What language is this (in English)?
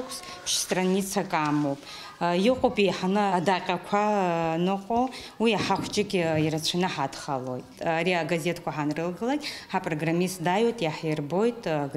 Abkhazian